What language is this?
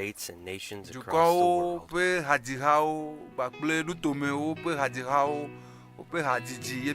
Ewe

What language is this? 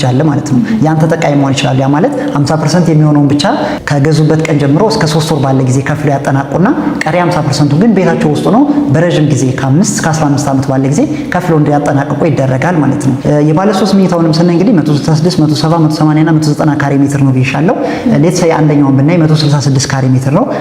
Amharic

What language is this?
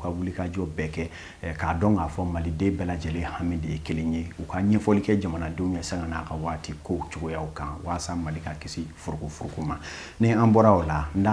Bambara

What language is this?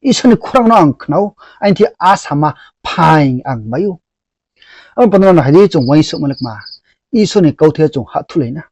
Riang (India)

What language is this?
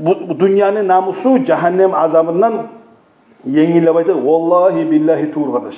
Kumyk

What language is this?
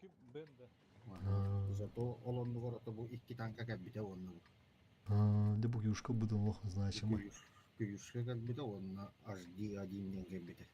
Yakut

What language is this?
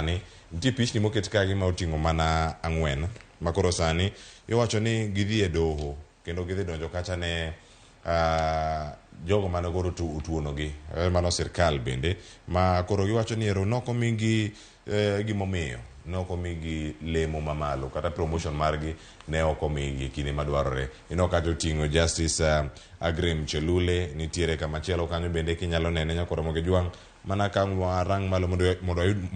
Luo (Kenya and Tanzania)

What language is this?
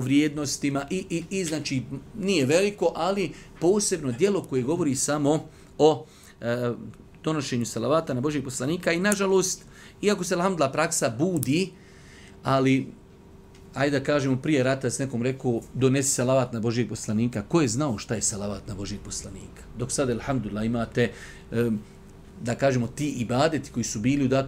Bosnian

